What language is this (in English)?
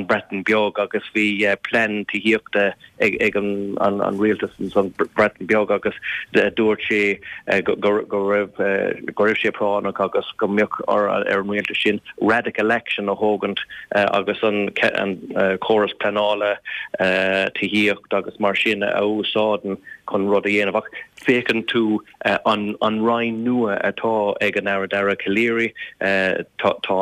Irish